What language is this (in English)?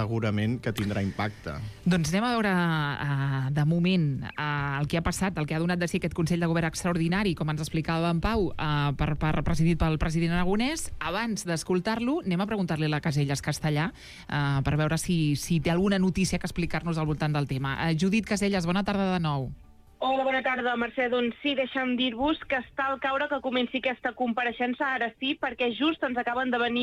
Catalan